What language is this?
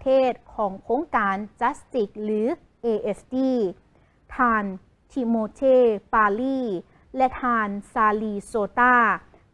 Lao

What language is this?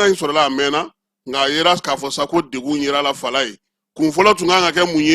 Bambara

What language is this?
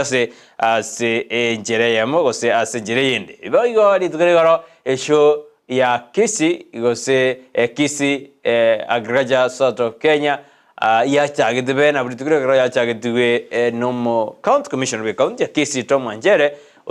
Gusii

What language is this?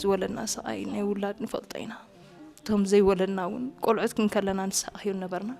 Tigrinya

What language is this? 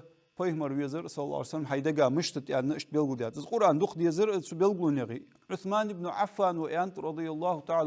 Ingush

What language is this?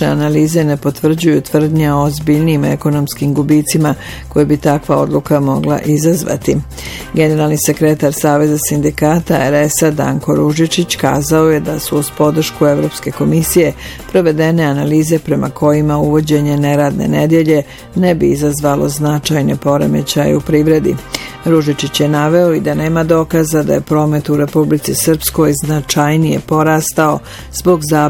Bosnian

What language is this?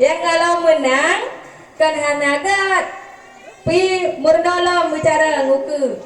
Achinese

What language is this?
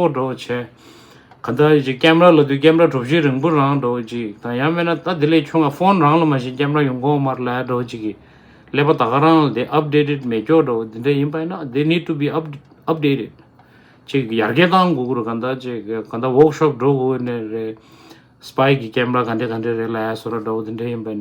Tibetan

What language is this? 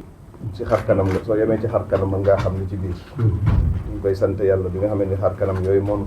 Wolof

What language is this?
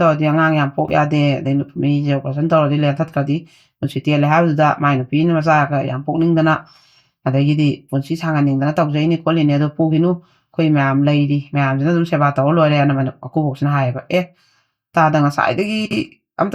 Manipuri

